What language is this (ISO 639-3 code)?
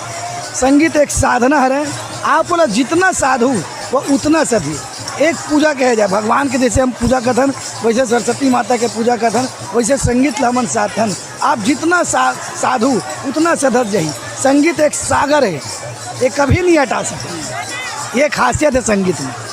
hne